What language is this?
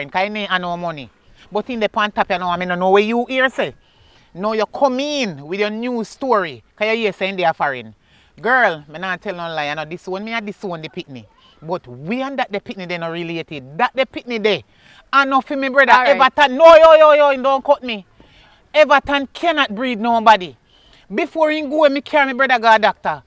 Jamaican Creole English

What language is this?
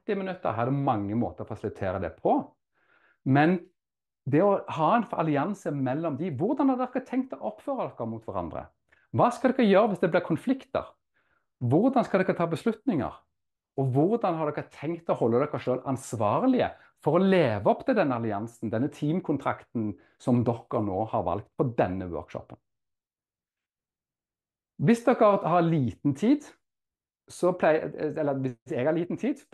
Norwegian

